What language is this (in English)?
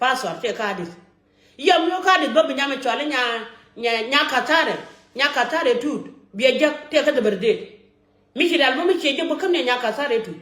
Nuer